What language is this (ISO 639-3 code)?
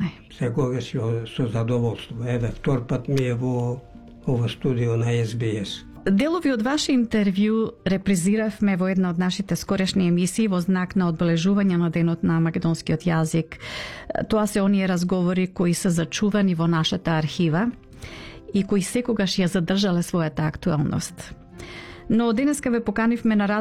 mkd